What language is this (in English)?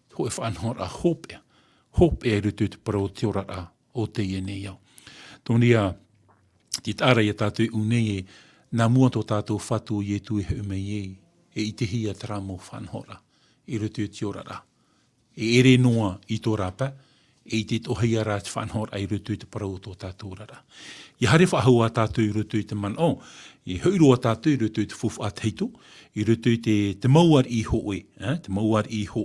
Tahitian